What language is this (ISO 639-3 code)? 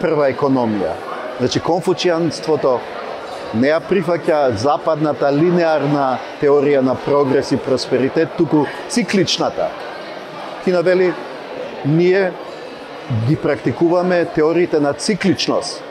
mkd